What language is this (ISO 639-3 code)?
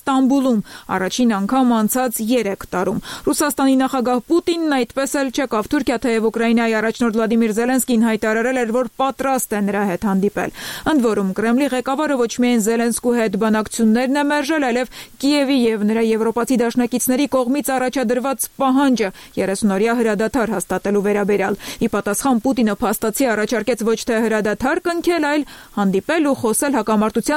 hye